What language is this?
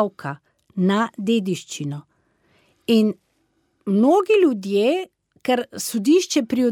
Slovenian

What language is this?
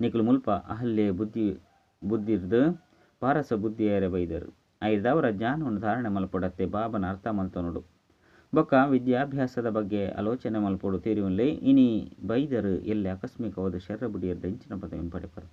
Tulu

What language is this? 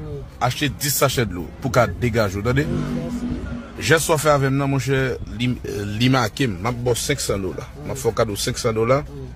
Haitian Creole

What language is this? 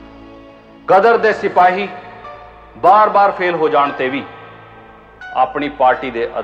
Punjabi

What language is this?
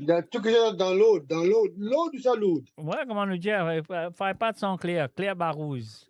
Morisyen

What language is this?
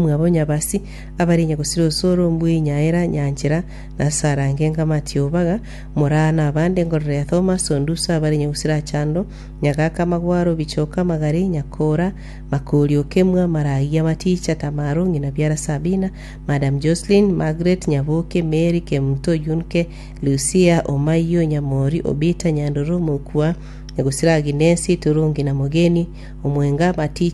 Gusii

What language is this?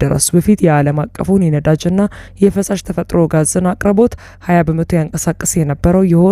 Amharic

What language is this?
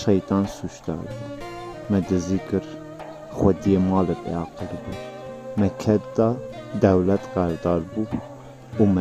Kurdish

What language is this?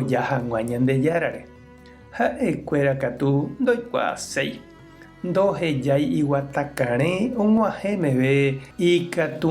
Guarani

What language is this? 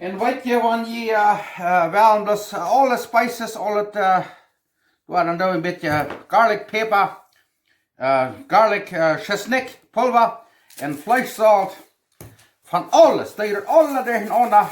Plautdietsch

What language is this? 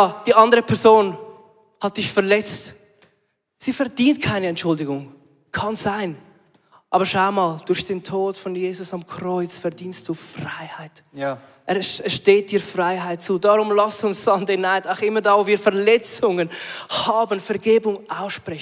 Swiss German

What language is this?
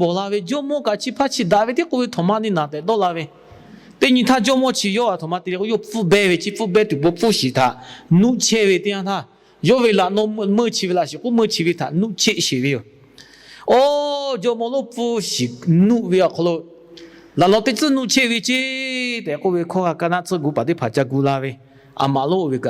Lahu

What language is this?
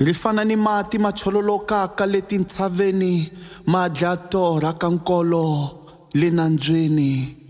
Tsonga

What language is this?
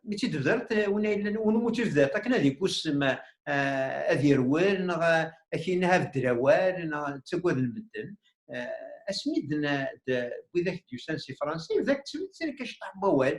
Kabyle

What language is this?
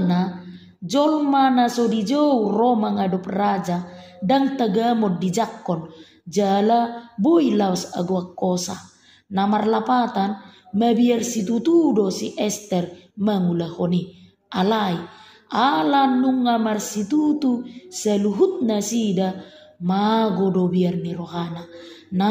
Batak Toba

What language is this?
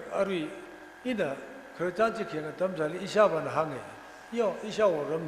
Tangkhul Naga (India)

